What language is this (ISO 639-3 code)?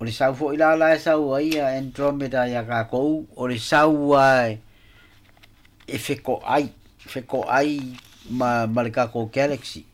smo